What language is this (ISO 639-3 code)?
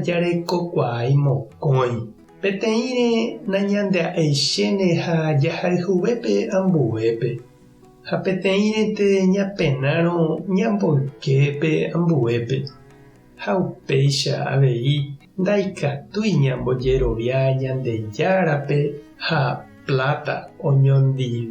grn